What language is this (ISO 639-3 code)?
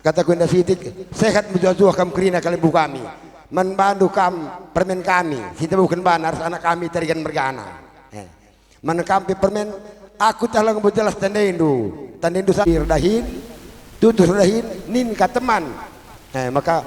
btx